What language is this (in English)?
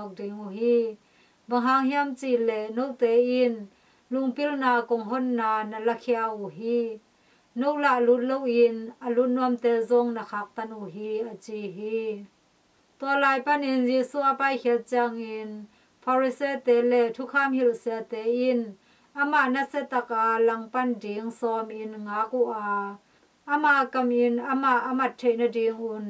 Tedim Chin